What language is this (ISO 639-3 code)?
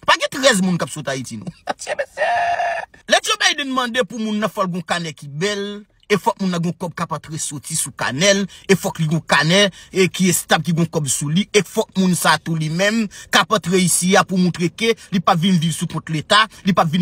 hat